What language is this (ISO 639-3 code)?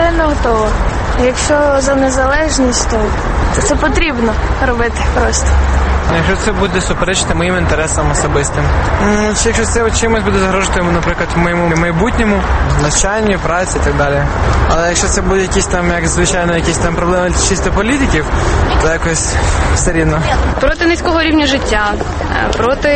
ukr